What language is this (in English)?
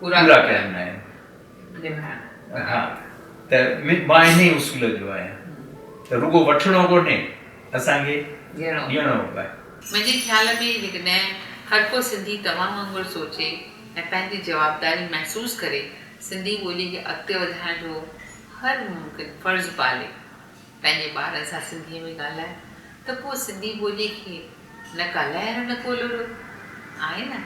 Sindhi